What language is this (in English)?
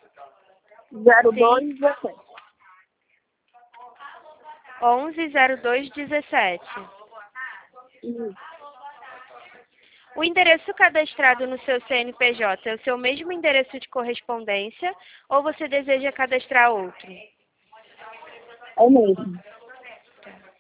Portuguese